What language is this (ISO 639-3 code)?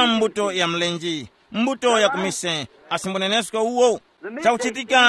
tum